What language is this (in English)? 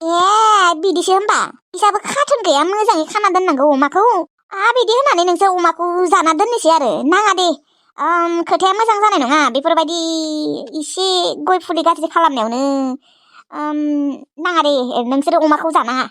Bodo